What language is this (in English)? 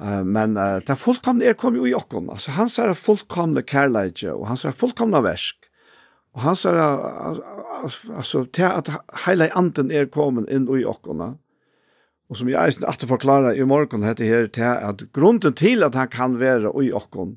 Faroese